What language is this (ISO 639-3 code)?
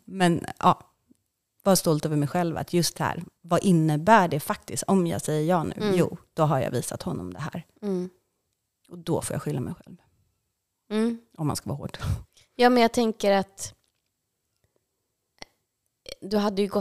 swe